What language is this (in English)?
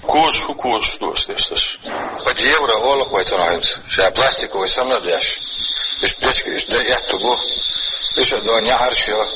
Chechen